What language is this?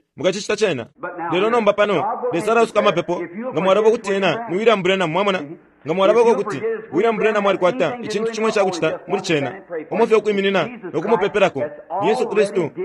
Bemba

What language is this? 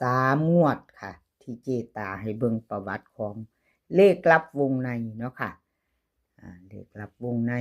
Lao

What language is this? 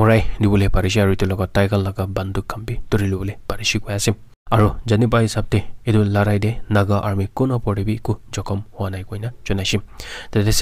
Naga Pidgin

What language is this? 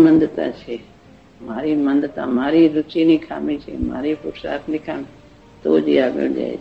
Gujarati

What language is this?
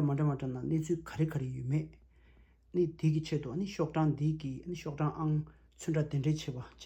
Tibetan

